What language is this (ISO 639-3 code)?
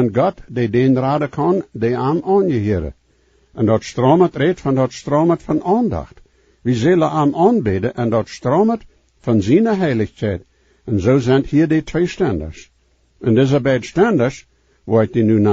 pdt